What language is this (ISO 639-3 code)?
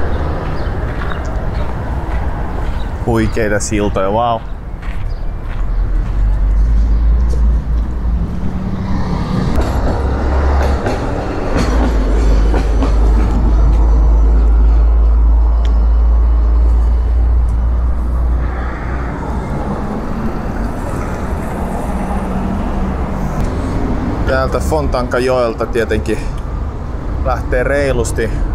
fin